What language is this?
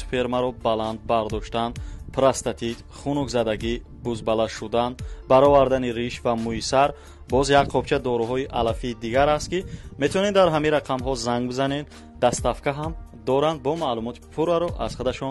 Tajik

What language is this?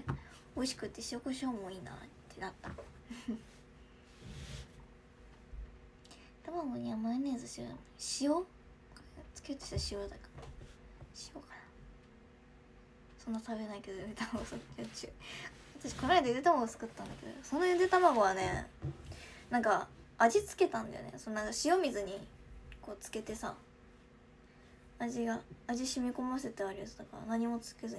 Japanese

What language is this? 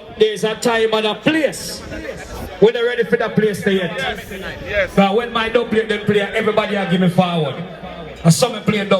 Jamaican Creole English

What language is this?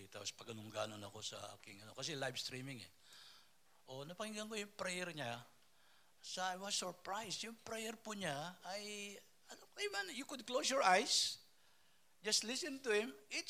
Filipino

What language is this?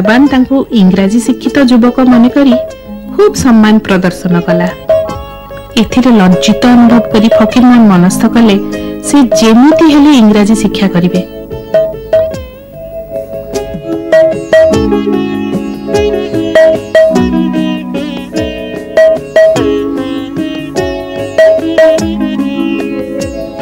Odia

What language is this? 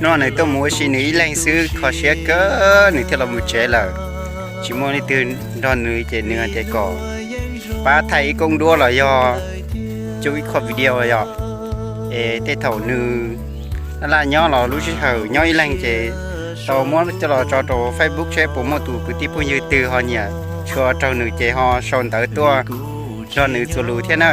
Hmong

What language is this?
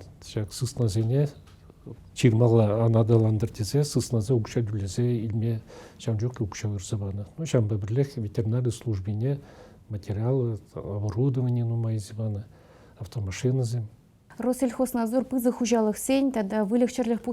Chuvash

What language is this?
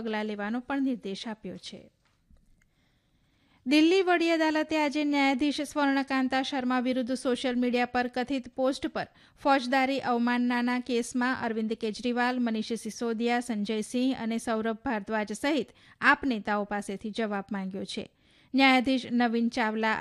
Gujarati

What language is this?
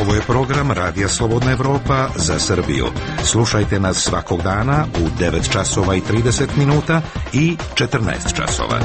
Serbian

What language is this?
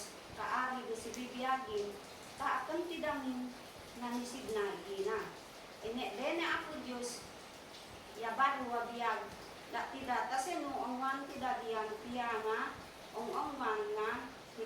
Isnag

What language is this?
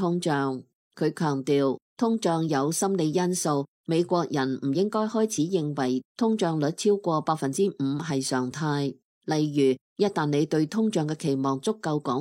Cantonese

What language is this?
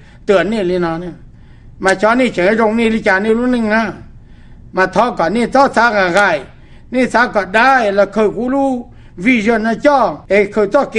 Hmong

